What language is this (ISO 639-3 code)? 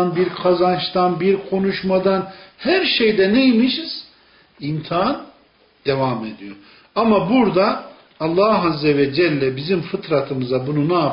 tur